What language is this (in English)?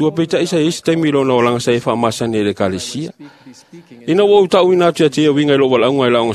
Samoan